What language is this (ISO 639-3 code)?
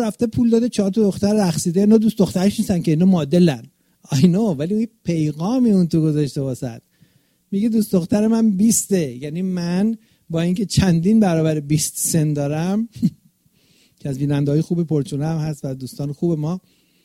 fas